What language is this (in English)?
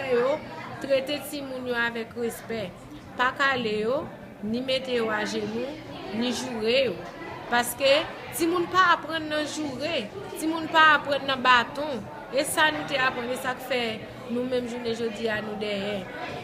Haitian Creole